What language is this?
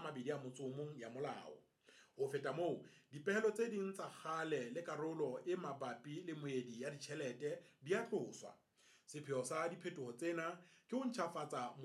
Southern Sotho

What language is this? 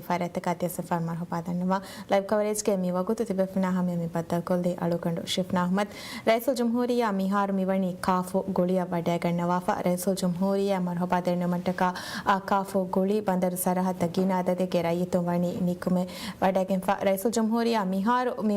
Divehi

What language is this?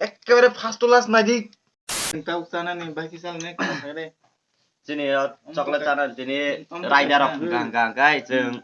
Kok Borok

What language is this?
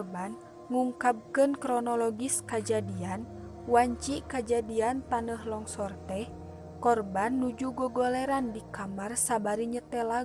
Sundanese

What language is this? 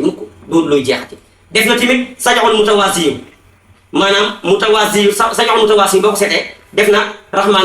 Wolof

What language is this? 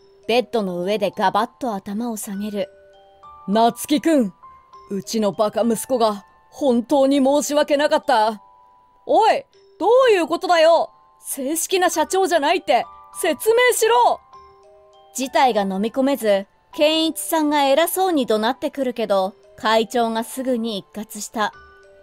Japanese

